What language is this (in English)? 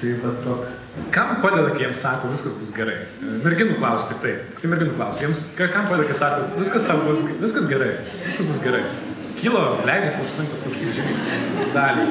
Lithuanian